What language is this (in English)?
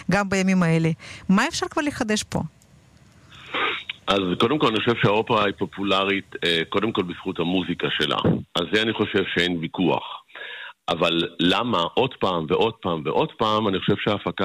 Hebrew